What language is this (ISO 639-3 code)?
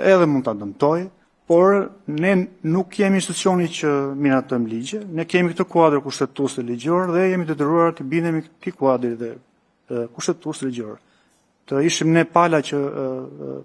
sqi